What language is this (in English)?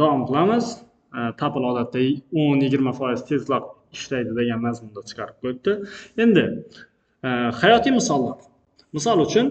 Uzbek